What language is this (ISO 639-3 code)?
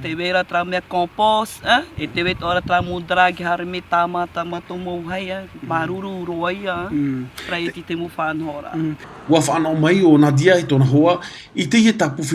tah